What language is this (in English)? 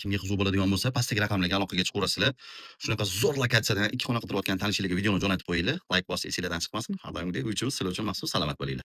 Uzbek